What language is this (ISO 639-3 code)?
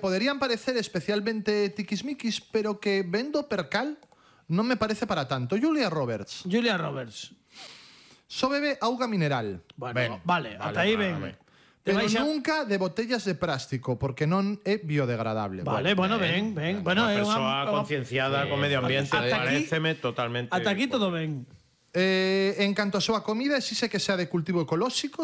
glg